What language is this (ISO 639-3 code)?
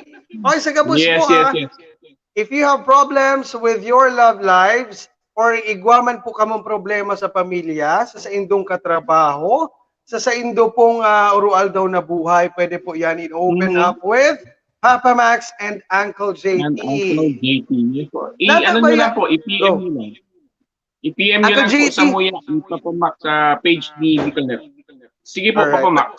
bik